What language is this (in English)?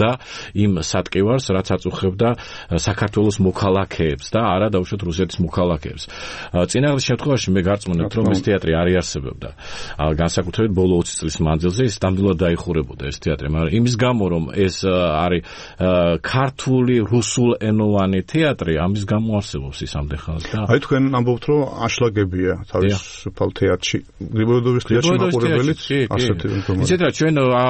Georgian